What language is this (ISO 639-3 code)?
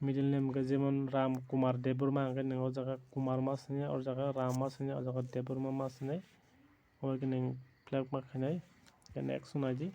trp